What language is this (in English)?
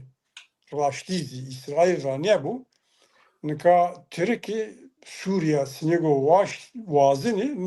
Zaza